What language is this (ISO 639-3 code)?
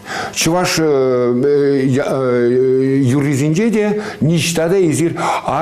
chv